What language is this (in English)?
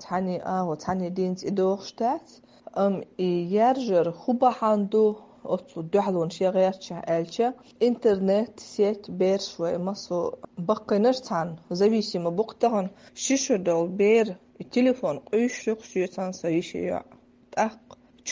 Chechen